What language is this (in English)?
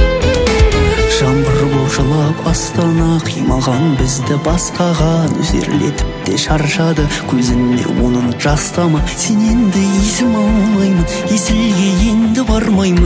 Kazakh